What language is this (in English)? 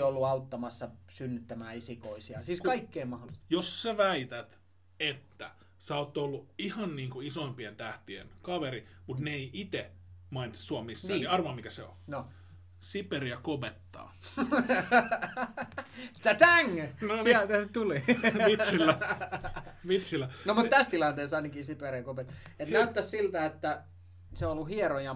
Finnish